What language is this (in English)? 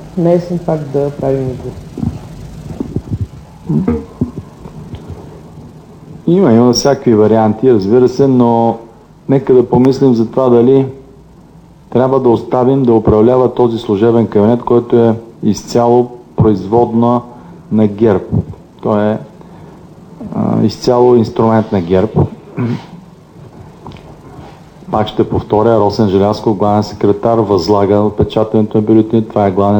Bulgarian